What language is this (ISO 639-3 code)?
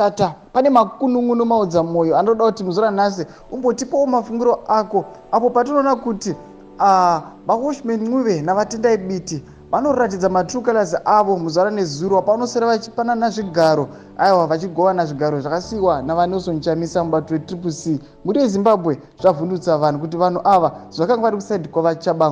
sna